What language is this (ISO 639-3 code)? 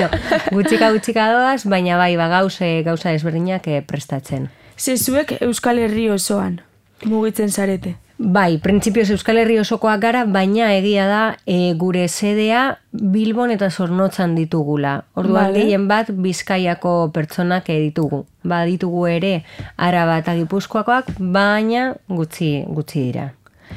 eus